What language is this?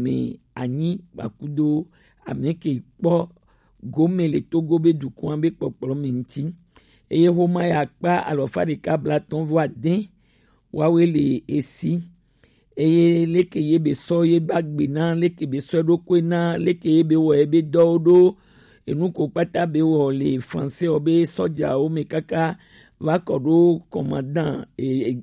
Gen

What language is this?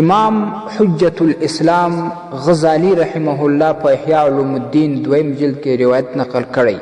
Pashto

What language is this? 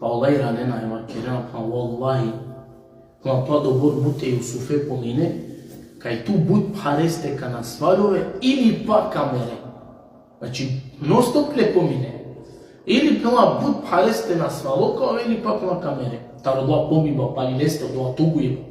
Balkan Romani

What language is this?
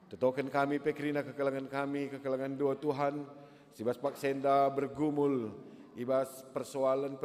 Batak Karo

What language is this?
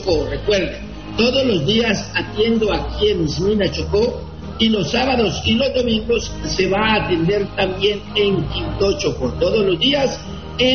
Spanish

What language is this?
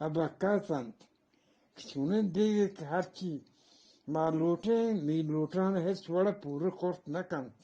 Eastern Balochi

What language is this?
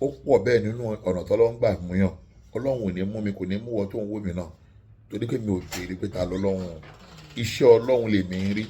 Yoruba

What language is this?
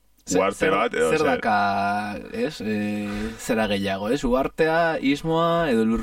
Basque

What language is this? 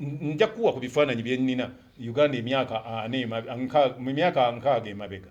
Ganda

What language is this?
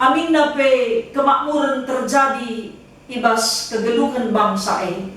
Batak Karo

